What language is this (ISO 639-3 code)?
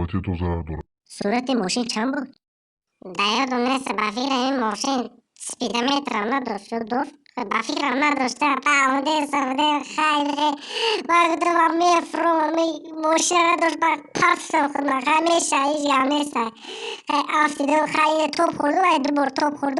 tgk